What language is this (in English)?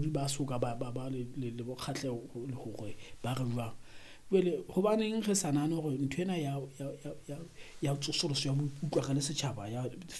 Southern Sotho